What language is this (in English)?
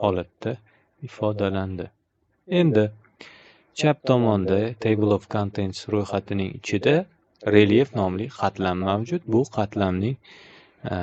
Uzbek